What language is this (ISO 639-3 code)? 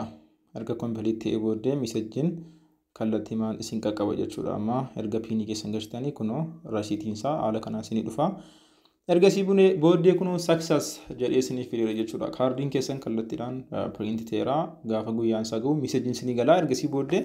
orm